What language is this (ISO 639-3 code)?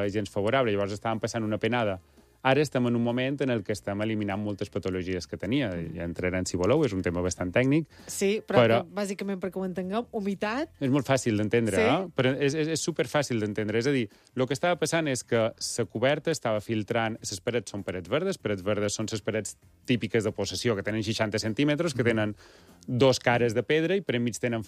cat